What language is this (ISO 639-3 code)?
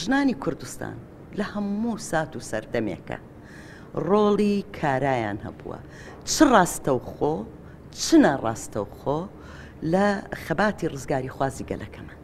ckb